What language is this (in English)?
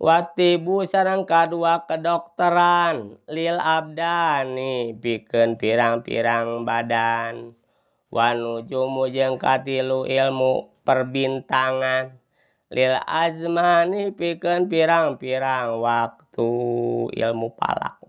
Sundanese